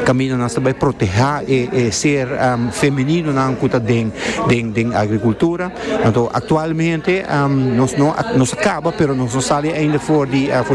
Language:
Papiamento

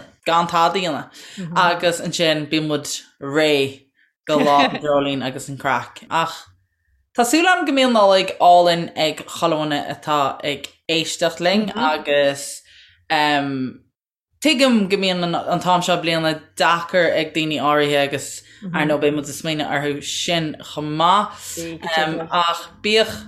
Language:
Irish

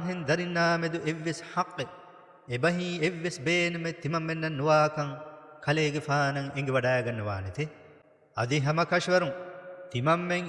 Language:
Divehi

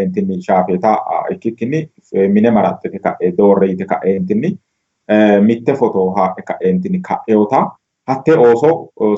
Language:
Sidamo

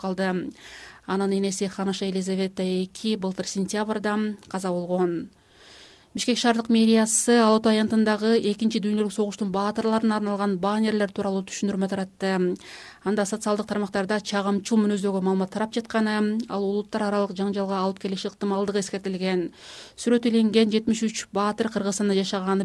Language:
Kyrgyz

